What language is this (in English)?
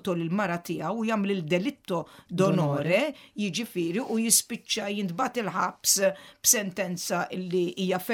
Maltese